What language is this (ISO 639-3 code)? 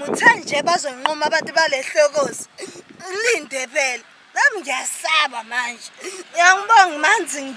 zul